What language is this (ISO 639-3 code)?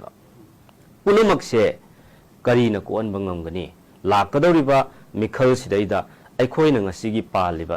mni